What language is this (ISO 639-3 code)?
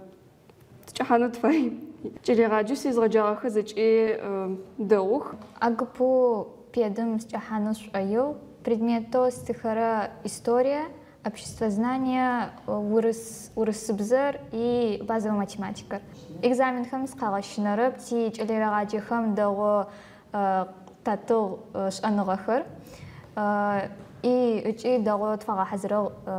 ady